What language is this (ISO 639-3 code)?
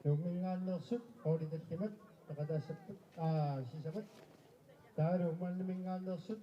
kal